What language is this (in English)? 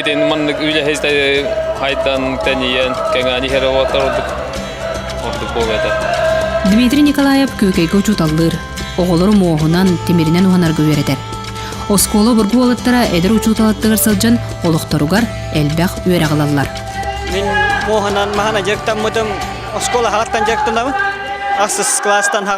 Yakut